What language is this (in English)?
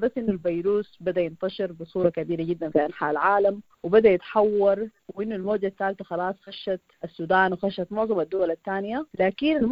Sudanese Arabic